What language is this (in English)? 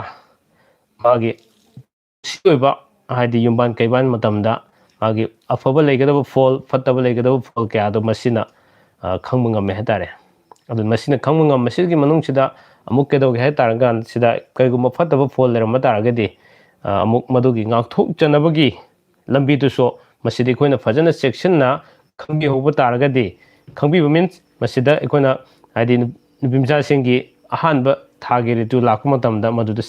Manipuri